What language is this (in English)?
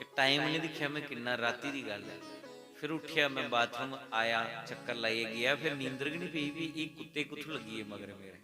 Dogri